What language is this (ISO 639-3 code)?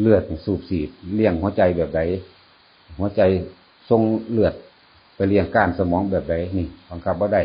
tts